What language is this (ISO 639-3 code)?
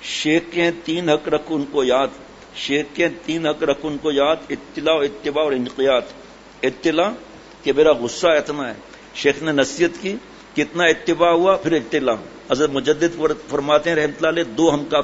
urd